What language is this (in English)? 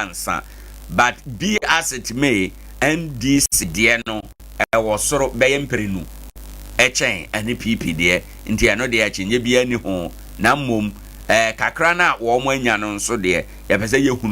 Akan